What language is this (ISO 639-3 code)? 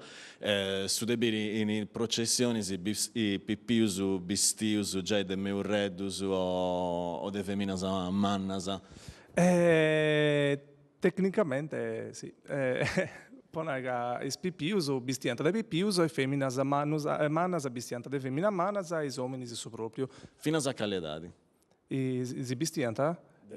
srd